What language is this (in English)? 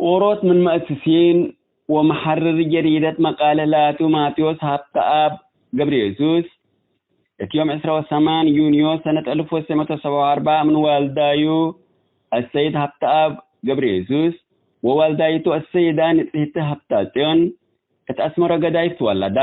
Tigre